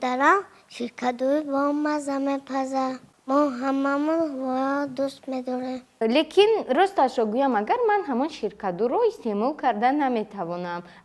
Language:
Tajik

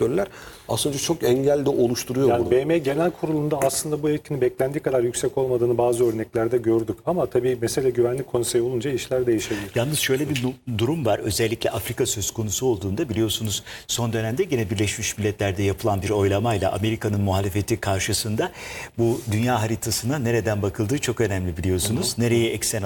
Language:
Turkish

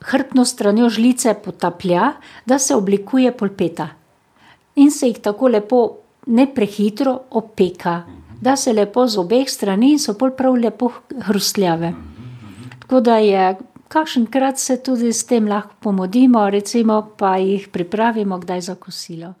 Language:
Slovenian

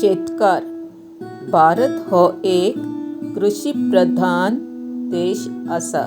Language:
Konkani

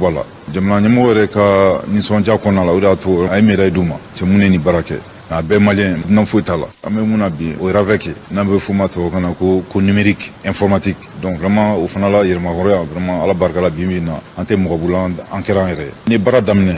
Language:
Bambara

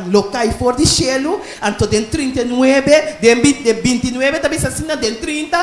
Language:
Papiamento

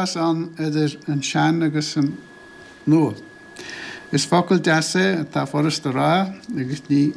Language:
Irish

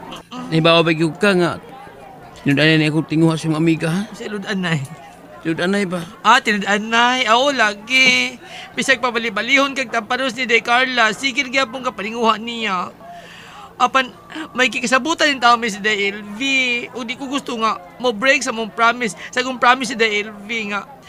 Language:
Cebuano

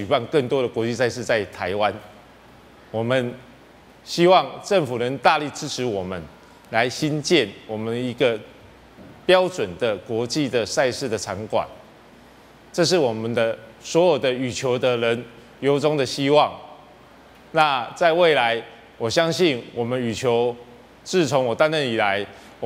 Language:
Chinese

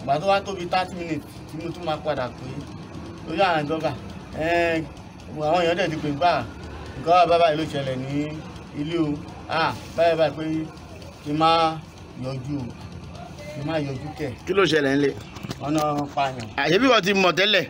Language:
Yoruba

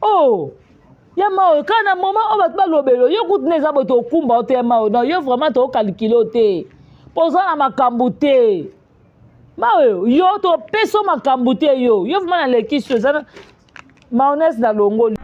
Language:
Lingala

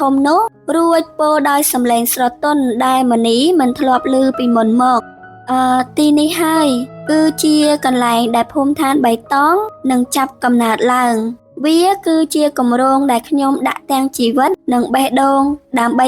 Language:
Khmer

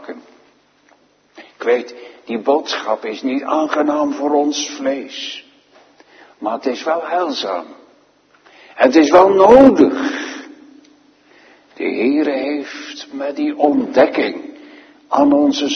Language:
Dutch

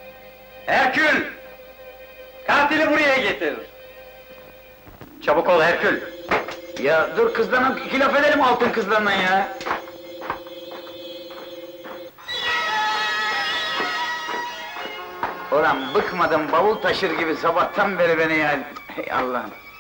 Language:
Turkish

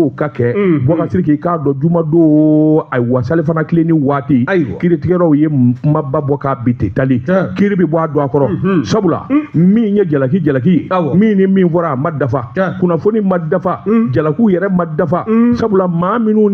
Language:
Bambara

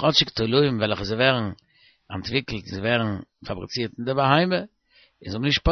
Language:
Yiddish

